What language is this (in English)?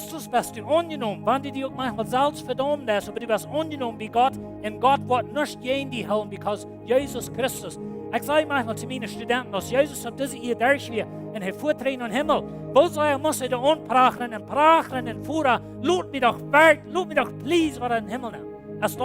Plautdietsch